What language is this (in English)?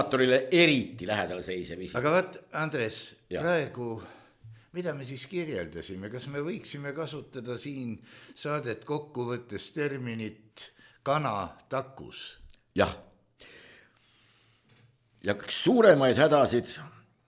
Estonian